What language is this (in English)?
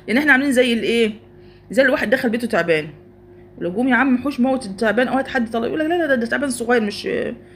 Egyptian Arabic